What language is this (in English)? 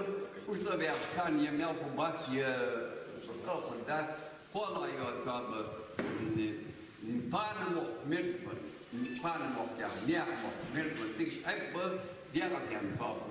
Ingush